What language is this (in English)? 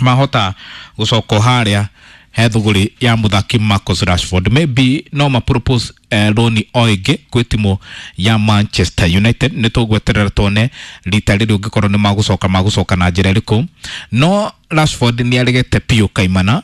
Kikuyu